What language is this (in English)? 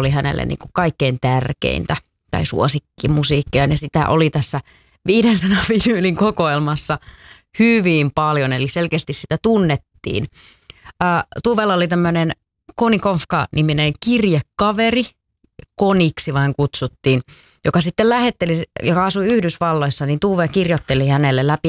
Finnish